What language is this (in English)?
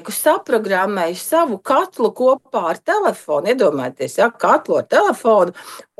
Latvian